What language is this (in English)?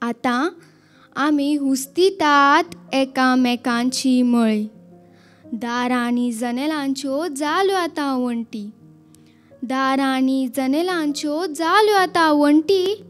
Konkani